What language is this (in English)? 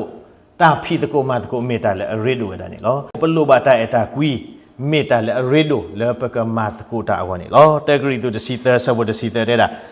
S'gaw Karen